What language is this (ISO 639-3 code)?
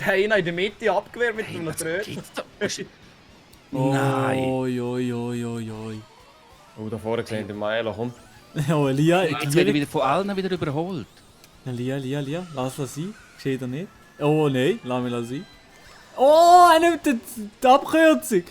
gsw